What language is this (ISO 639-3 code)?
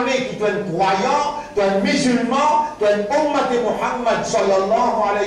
mfe